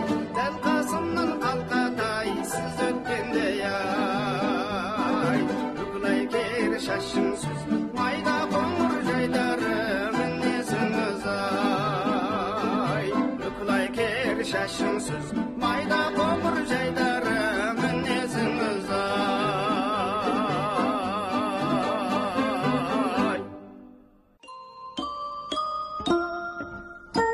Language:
Kazakh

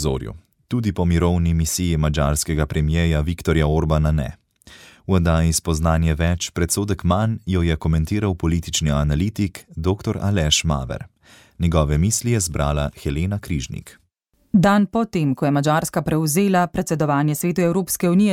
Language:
Slovenian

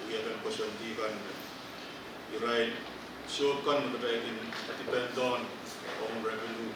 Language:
Pohnpeian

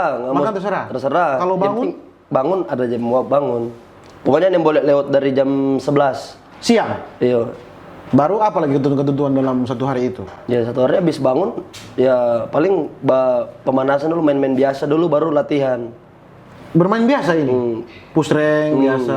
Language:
Manado Malay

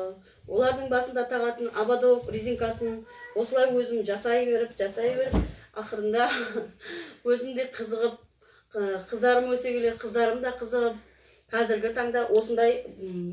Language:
Kazakh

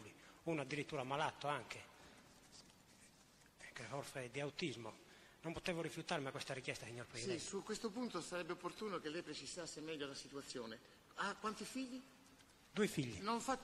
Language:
Italian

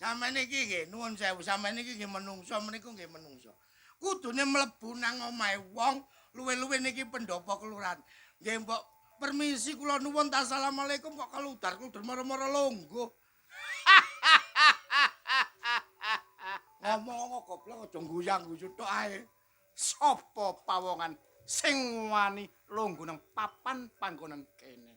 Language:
Javanese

